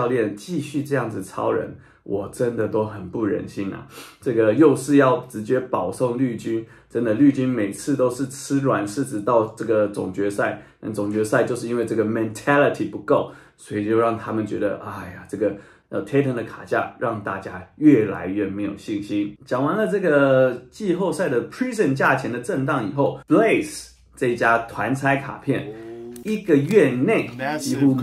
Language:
Chinese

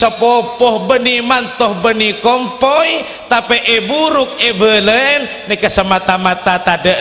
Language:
Madurese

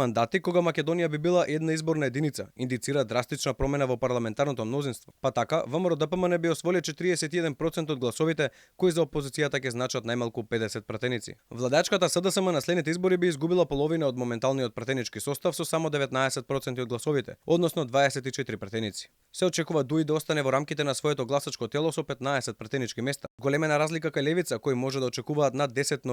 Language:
Macedonian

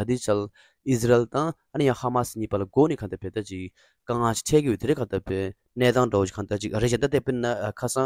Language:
Tibetan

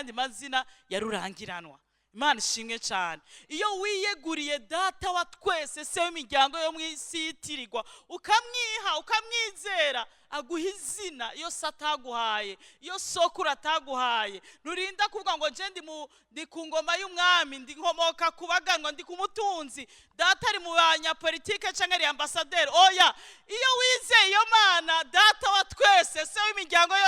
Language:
Rundi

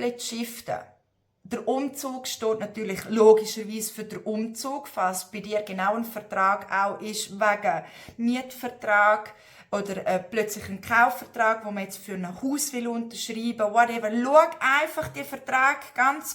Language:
Swiss German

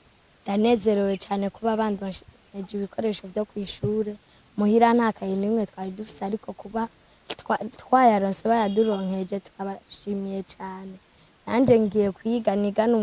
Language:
Rundi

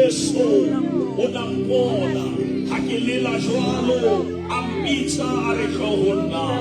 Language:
Southern Sotho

